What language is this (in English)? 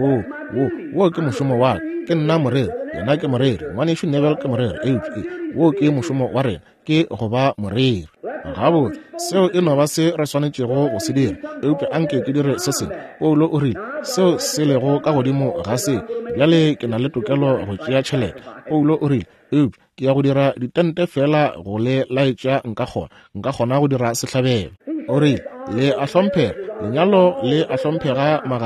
Northern Sotho